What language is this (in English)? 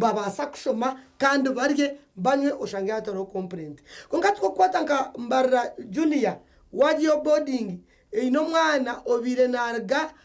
Nyankole